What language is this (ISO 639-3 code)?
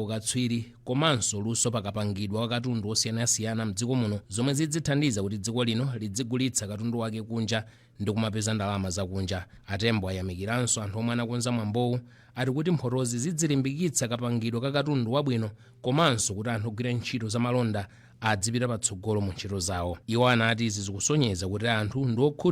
nya